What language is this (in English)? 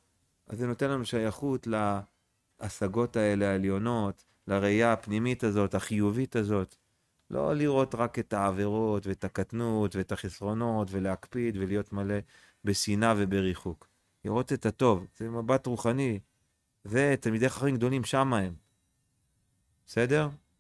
Hebrew